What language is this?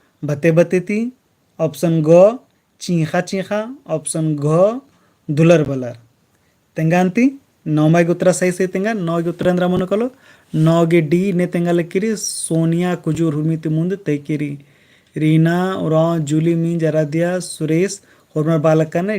Kurukh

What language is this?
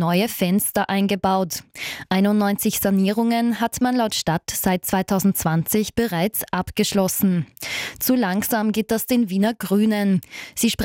German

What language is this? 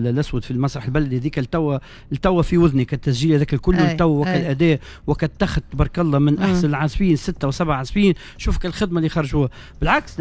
Tunisian Arabic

